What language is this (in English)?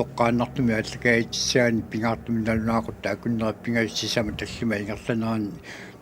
Kalaallisut